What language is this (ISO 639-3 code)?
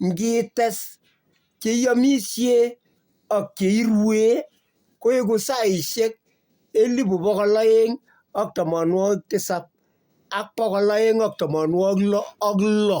kln